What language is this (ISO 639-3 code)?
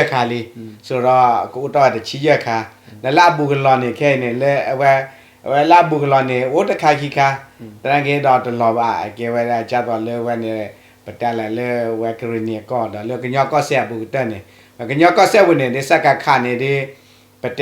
ksw